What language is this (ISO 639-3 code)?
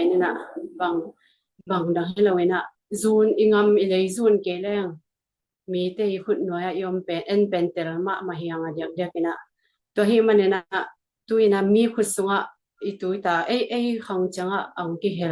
ctd